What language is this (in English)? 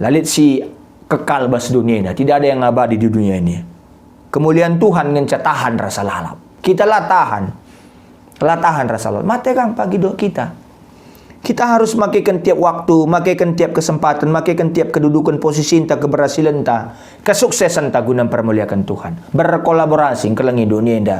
Batak Karo